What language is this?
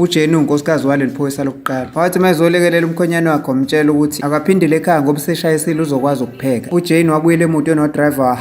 Zulu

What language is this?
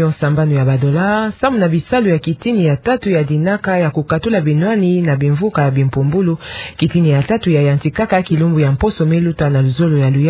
Kituba (Democratic Republic of Congo)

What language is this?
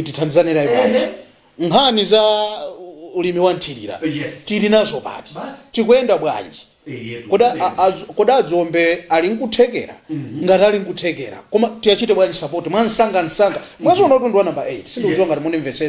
Nyanja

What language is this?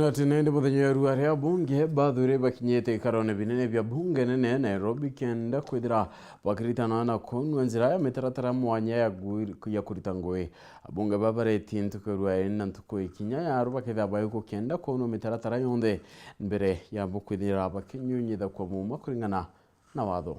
Meru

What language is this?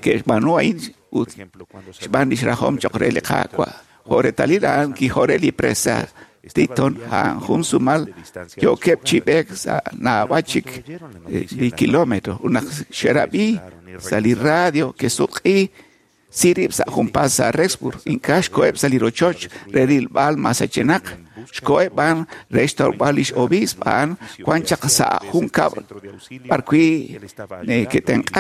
Kekchí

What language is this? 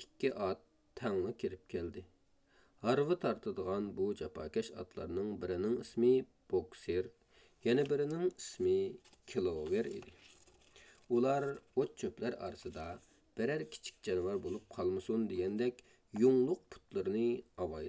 Uyghur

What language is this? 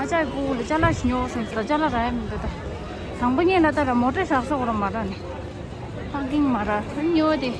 Tibetan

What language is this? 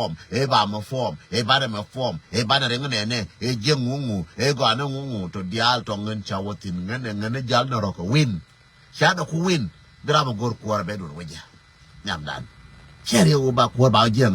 Nuer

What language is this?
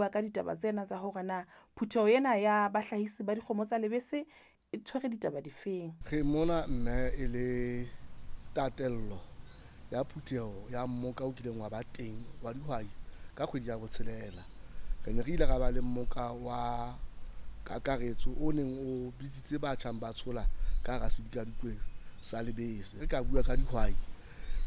Southern Sotho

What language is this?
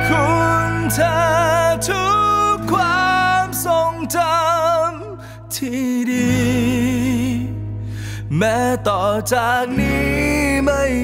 Thai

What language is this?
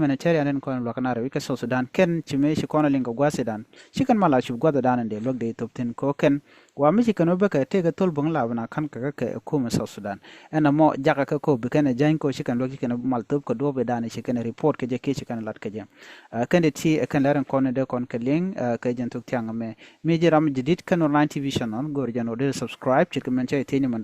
Nuer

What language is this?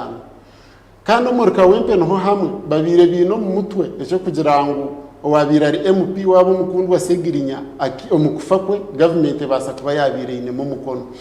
Nyankole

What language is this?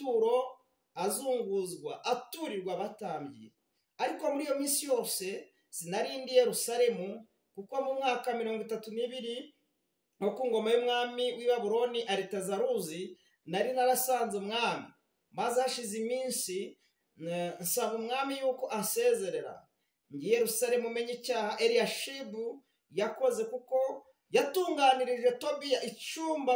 Kinyarwanda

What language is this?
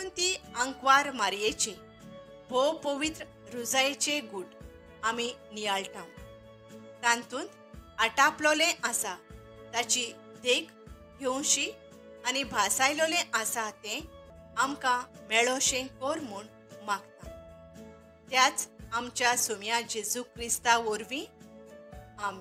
Konkani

